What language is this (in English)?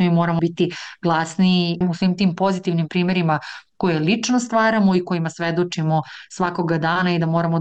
Serbian